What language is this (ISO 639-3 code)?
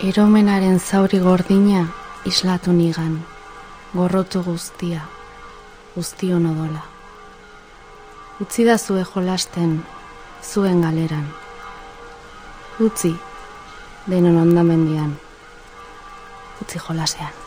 eus